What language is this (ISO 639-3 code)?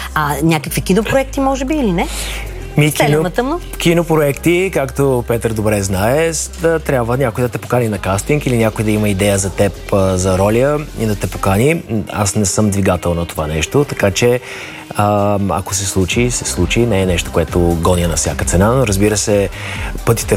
bul